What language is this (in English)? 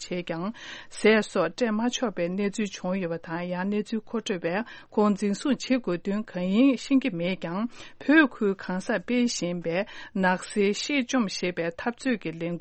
Tibetan